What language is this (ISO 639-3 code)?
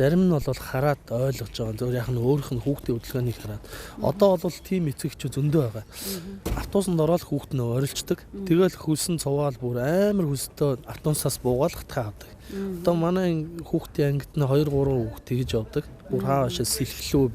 mon